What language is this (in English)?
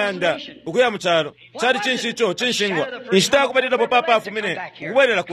Bemba